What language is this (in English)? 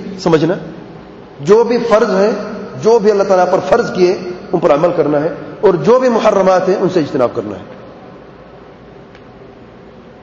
Urdu